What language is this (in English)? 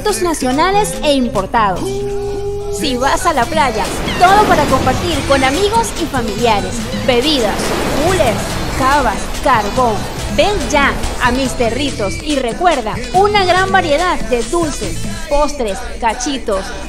Spanish